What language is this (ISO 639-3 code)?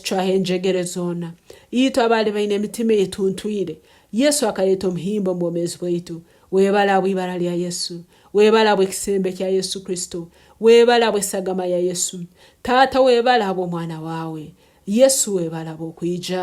ttj